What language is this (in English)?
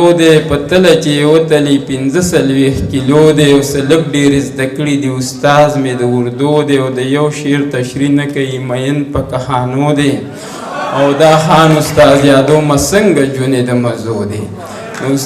Pashto